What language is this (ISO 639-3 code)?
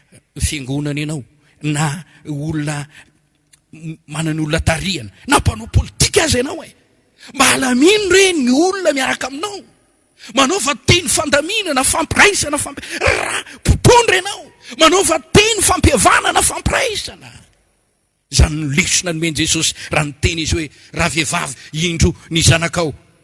mlg